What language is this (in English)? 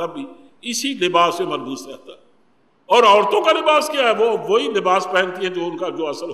Urdu